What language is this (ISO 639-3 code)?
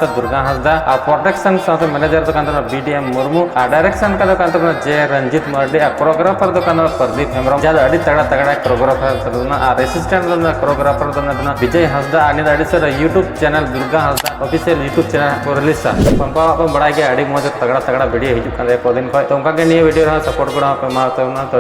sat